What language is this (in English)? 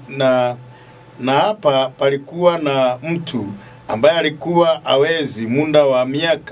Swahili